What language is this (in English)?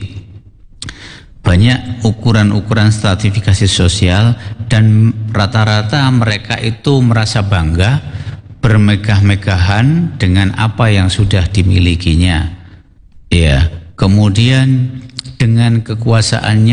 Indonesian